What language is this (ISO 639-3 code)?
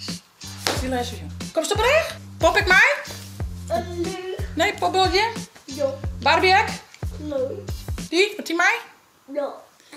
fry